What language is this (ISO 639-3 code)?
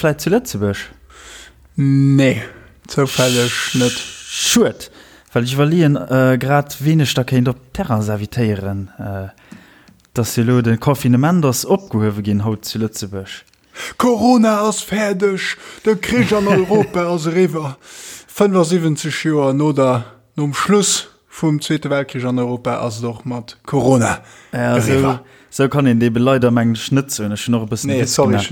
ltz